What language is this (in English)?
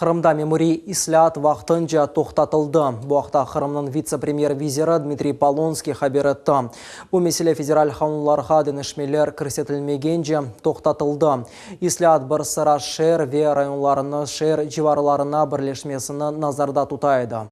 Crimean Tatar